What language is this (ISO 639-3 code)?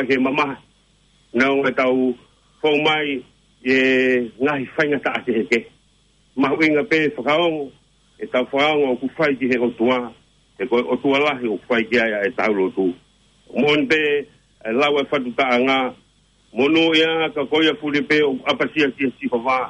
ton